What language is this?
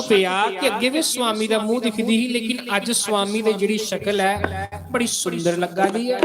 Dogri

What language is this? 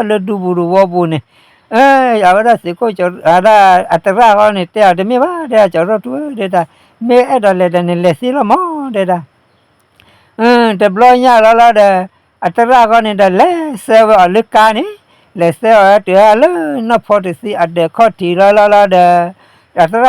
S'gaw Karen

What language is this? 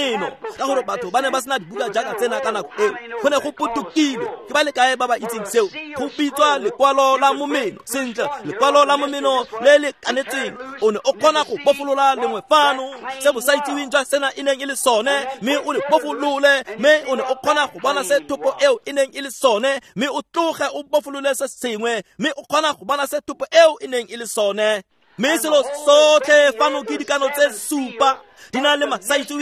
Tswana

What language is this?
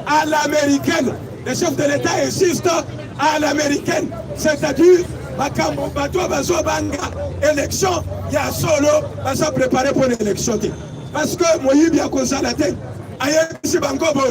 Lingala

